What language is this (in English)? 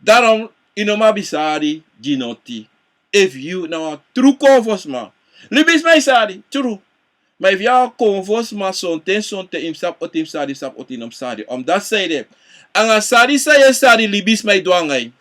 Sranan Tongo